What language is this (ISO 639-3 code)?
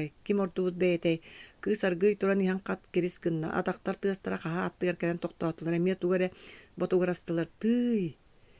sah